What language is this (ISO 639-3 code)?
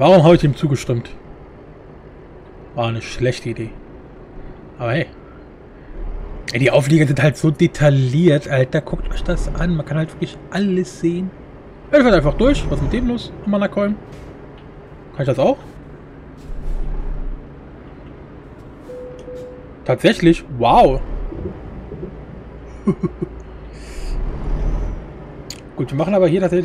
deu